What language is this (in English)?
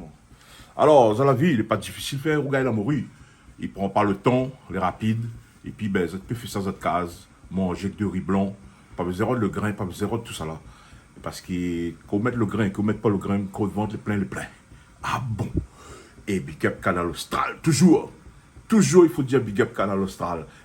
Réunion Creole French